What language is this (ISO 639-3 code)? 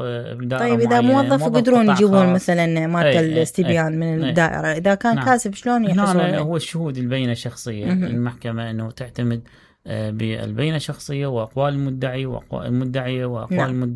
acm